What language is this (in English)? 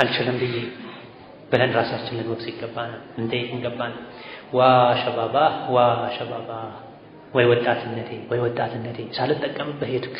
Amharic